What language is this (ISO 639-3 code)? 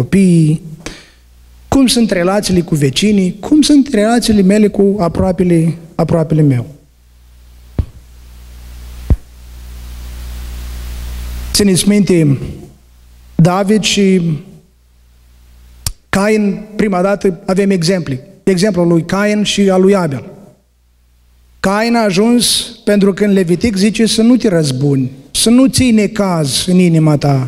ron